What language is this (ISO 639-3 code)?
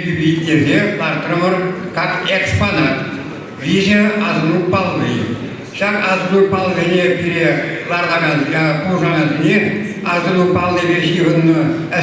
chv